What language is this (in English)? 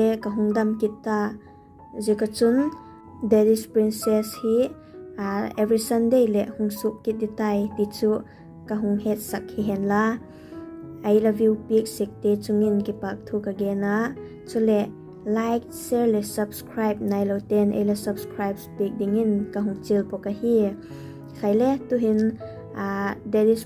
Vaiphei